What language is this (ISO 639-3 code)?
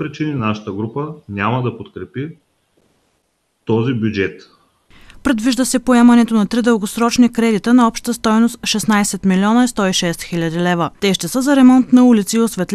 bul